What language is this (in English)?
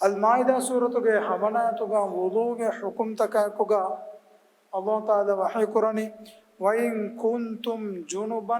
Divehi